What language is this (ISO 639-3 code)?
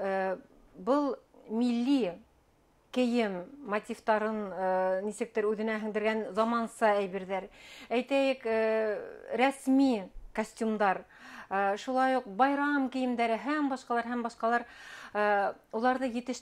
bak